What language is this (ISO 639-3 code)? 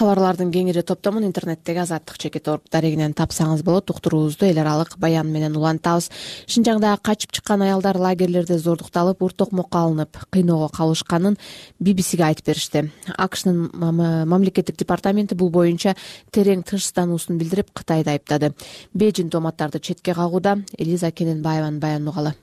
kir